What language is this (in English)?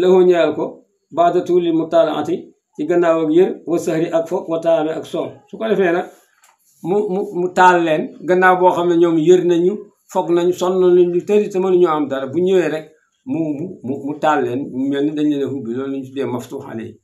Wolof